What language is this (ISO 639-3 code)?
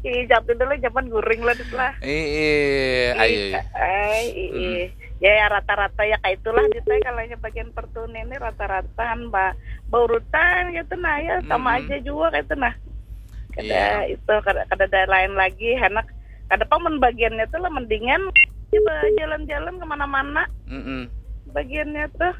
bjn